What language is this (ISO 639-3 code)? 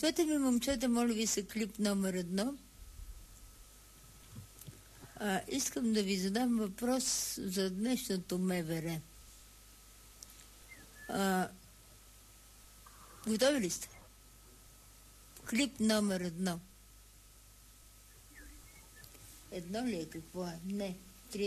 bul